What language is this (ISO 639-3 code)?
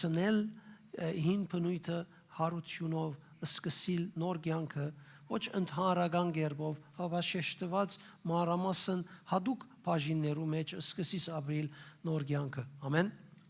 hyw